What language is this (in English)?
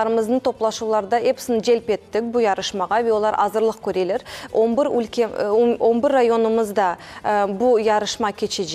Crimean Tatar